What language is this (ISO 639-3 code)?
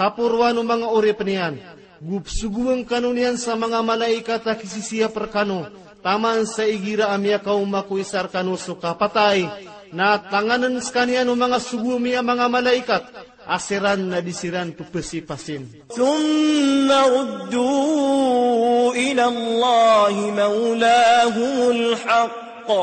mrw